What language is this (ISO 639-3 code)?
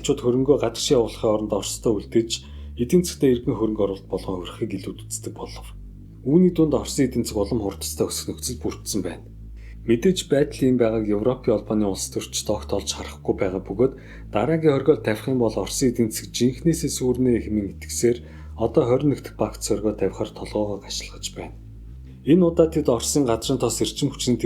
mon